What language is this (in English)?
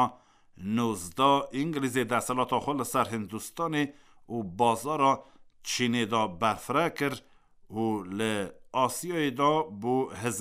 Kurdish